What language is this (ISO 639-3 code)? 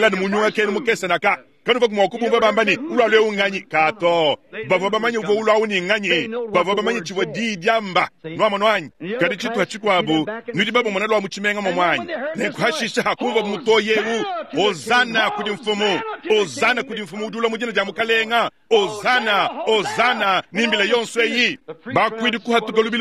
lua